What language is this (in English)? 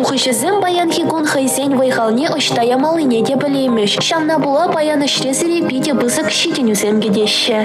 Chuvash